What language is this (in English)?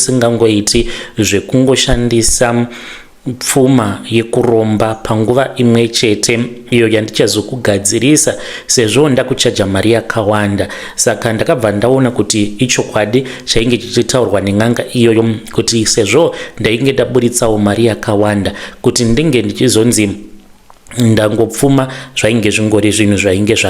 Shona